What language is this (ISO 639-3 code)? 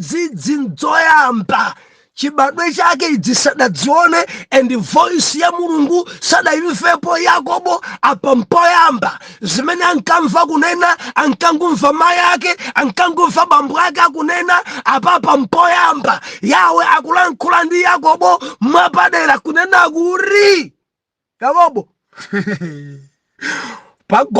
nya